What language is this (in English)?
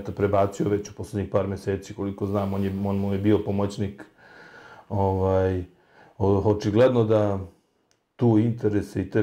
Serbian